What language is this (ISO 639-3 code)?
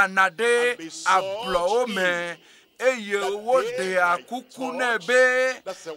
ewe